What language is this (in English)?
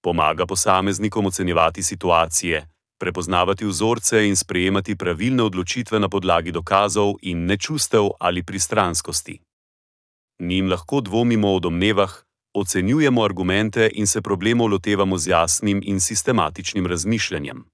Slovenian